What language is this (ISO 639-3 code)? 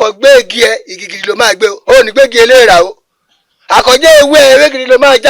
yor